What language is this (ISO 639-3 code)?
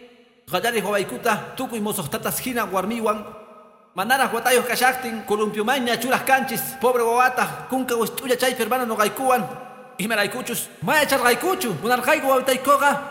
que